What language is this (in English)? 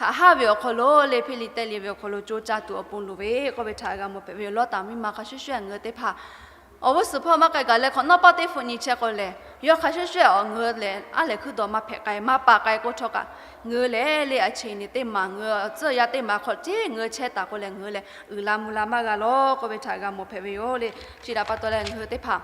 Lahu